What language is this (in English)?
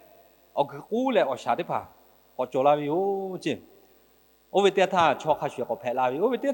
Lahu